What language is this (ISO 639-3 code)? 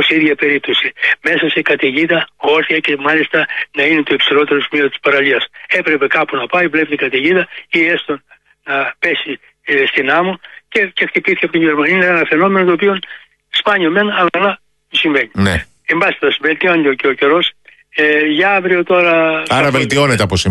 ell